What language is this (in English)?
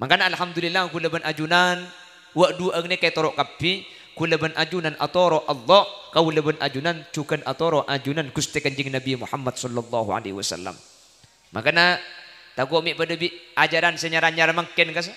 Madurese